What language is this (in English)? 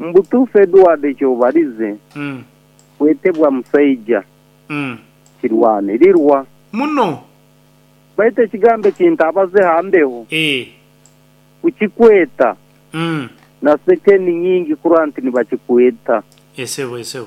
Nyoro